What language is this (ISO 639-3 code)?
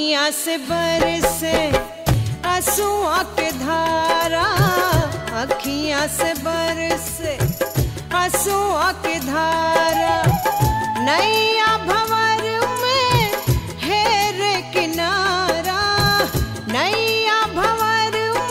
bho